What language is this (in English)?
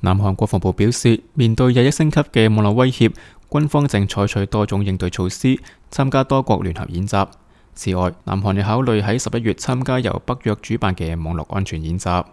Cantonese